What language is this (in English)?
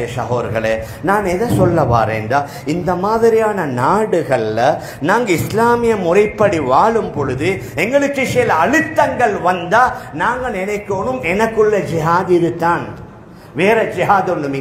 Tamil